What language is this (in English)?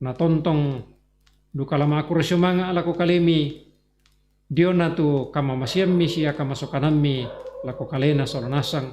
Toraja-Sa'dan